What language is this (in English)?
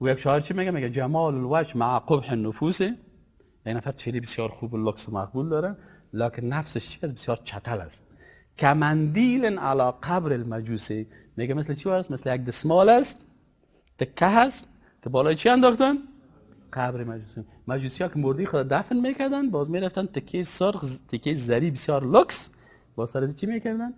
Persian